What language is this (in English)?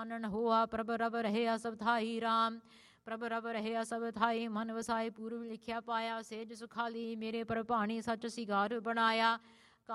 Punjabi